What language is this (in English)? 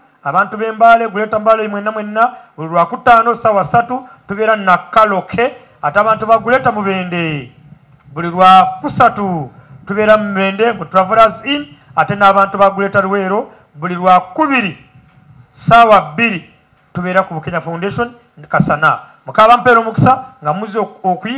Ganda